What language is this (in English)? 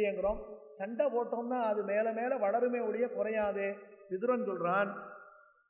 Tamil